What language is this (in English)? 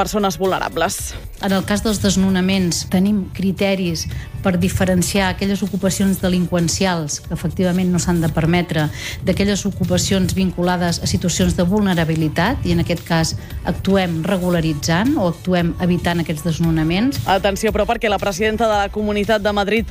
Catalan